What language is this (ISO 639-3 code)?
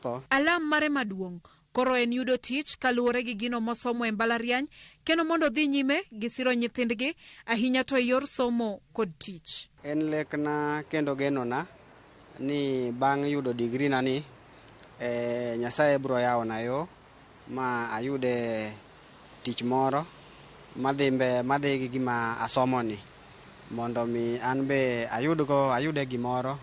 luo